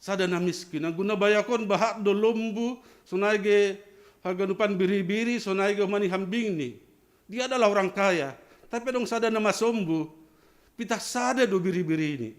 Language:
Batak Simalungun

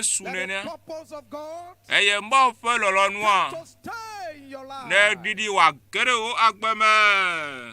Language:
Ewe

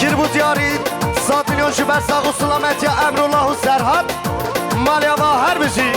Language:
Kurdish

